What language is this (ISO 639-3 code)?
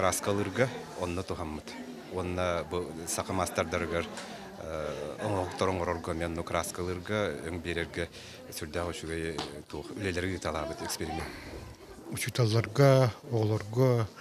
sah